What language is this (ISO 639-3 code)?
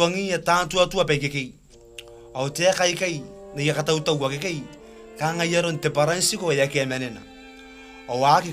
gil